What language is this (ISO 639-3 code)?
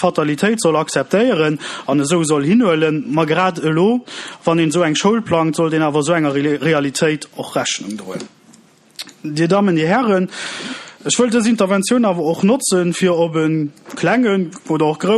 ltz